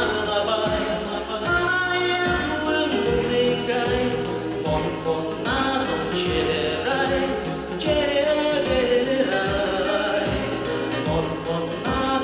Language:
Udmurt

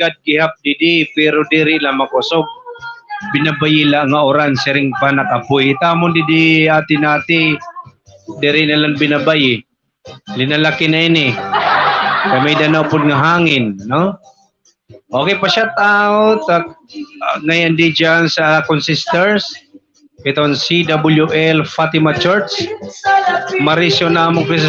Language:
Waray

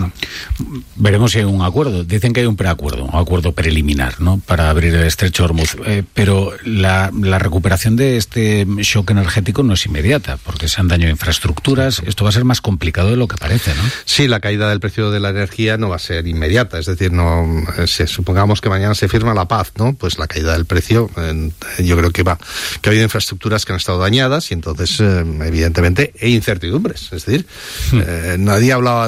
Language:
Spanish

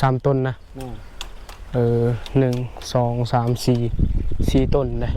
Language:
Lao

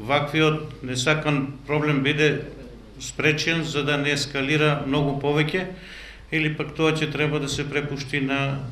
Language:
Macedonian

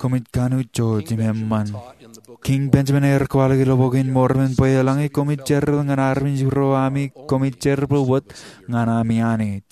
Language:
Marshallese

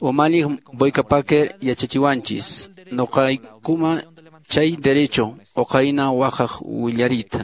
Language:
Quechua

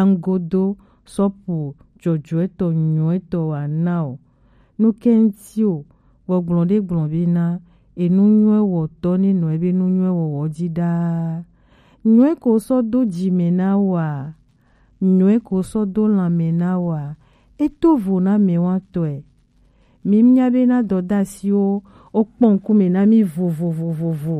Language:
Gen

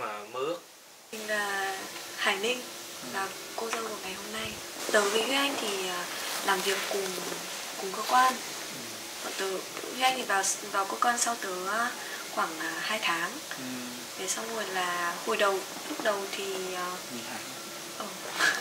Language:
Vietnamese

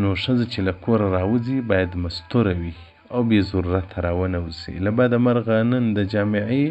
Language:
Pashto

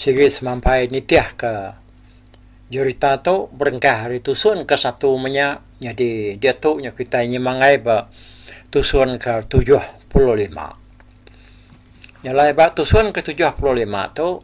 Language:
Iban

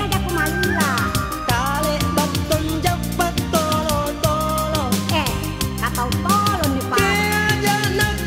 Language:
Makasar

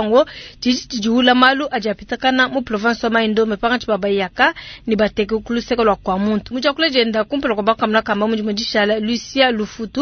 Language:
Luba-Lulua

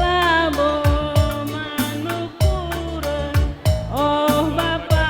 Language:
Batak Karo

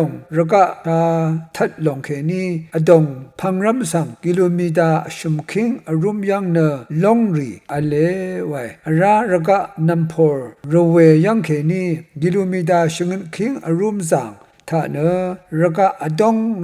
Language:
Rawang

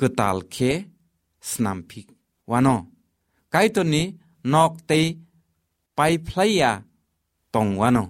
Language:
Kok Borok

